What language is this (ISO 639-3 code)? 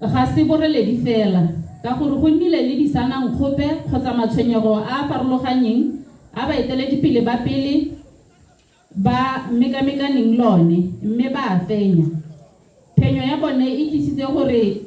tsn